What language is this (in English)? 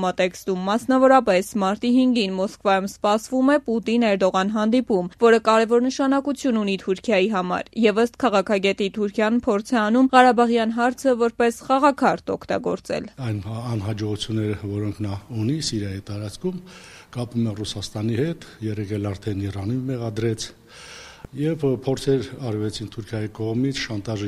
Armenian